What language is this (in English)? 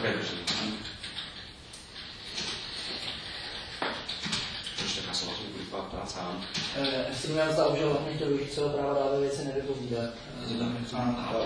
Czech